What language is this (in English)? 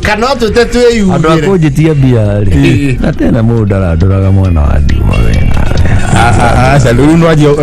Kikuyu